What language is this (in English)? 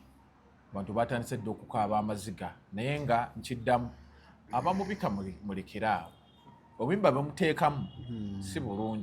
Ganda